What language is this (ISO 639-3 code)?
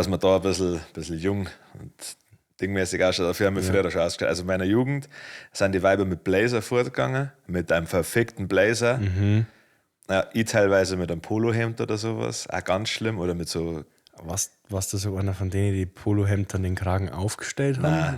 bar